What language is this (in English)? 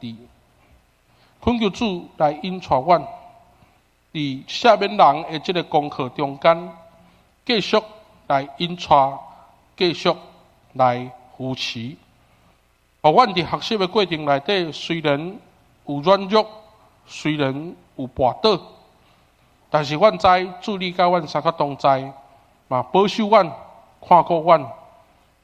Min Nan Chinese